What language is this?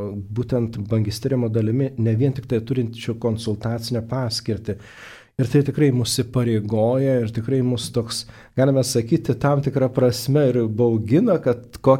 Lithuanian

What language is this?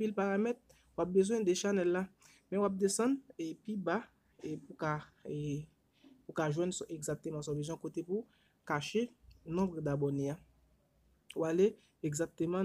Haitian Creole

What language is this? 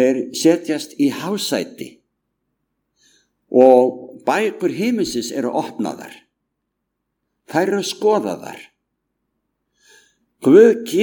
Icelandic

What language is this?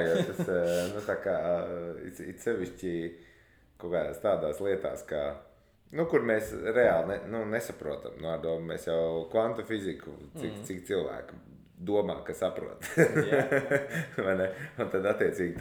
Latvian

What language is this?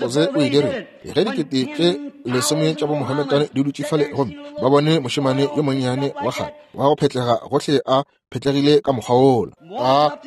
Northern Sotho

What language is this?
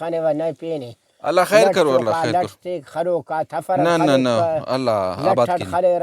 Brahui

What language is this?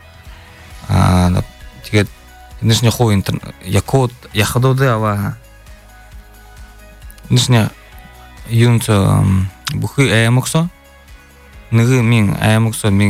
Buriat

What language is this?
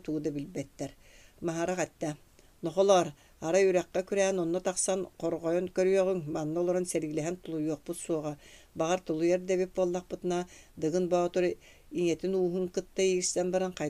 Yakut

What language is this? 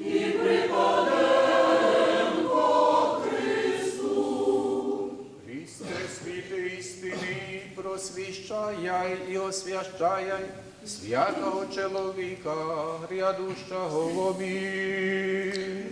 Rusyn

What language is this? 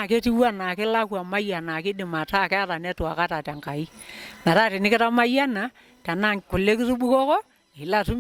Masai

